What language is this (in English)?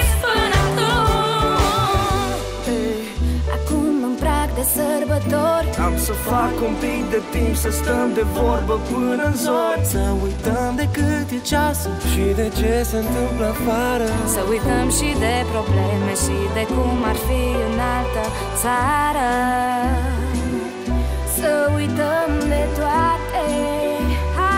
Romanian